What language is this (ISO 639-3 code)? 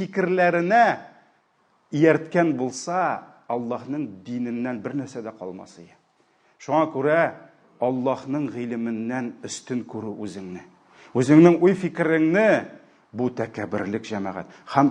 tat